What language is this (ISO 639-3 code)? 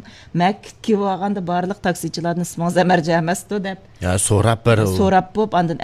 uig